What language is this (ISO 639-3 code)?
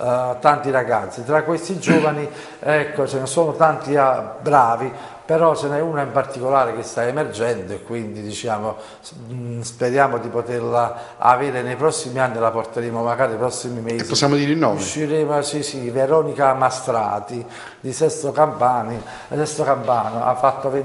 ita